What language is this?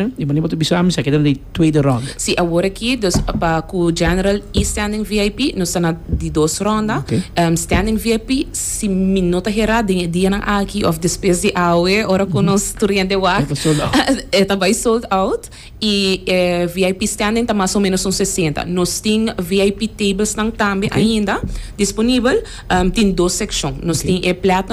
Papiamento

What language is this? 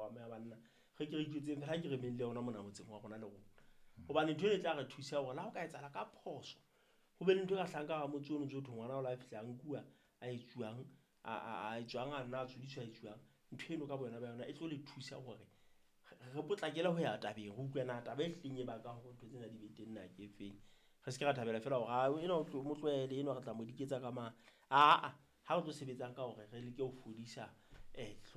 Southern Sotho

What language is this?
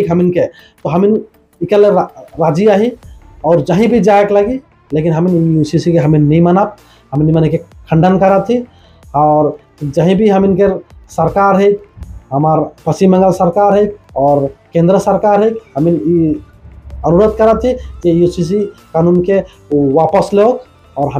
Sadri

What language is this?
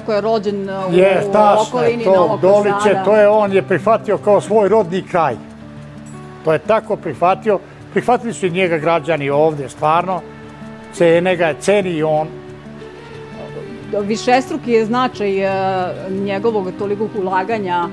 Serbian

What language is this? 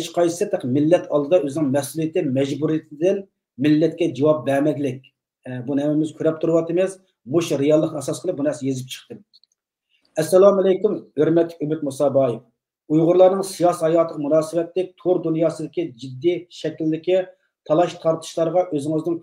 Uyghur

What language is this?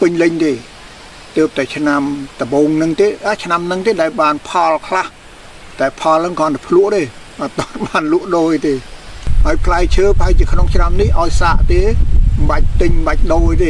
Khmer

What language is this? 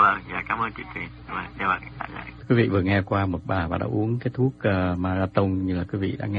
Vietnamese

